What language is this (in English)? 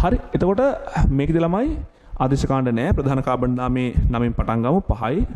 Sinhala